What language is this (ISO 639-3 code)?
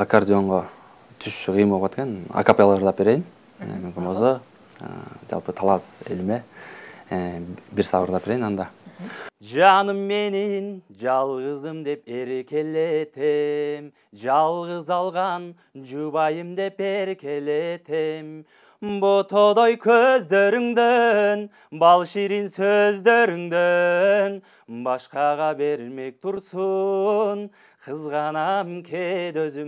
kir